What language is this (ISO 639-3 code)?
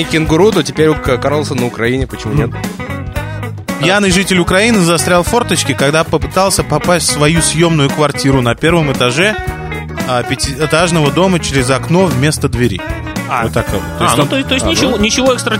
rus